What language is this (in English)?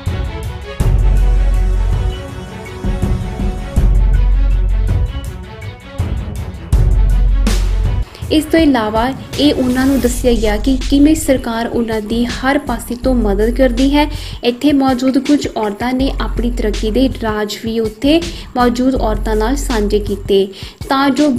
Punjabi